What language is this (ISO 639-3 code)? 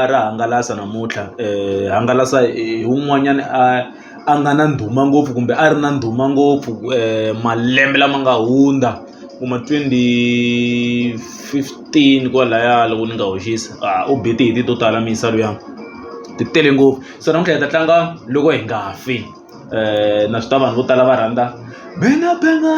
tso